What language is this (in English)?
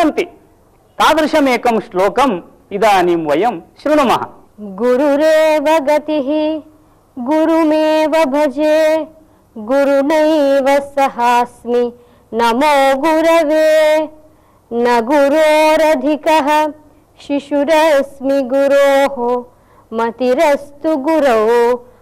Sanskrit